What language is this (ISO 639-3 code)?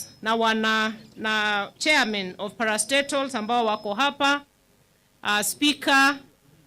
mer